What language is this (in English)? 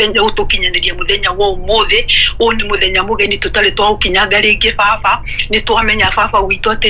Kikuyu